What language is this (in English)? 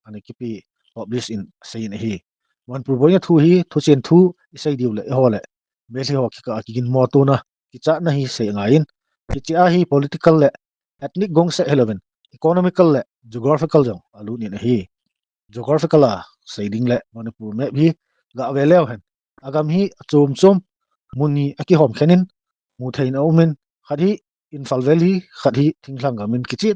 Thado Chin